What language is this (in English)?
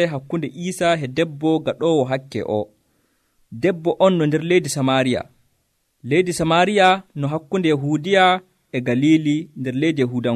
Nigerian Fulfulde